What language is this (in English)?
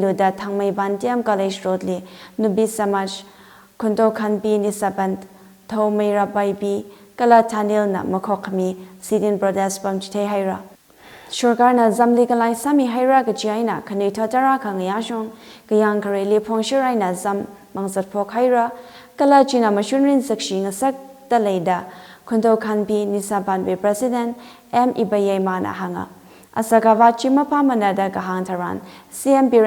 Tangkhul Naga (India)